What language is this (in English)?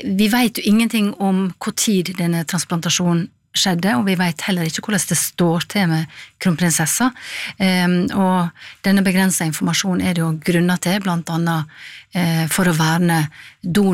Norwegian